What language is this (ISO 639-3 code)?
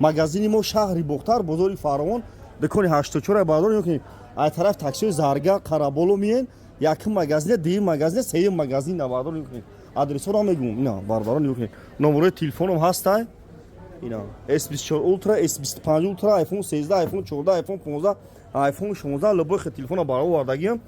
tgk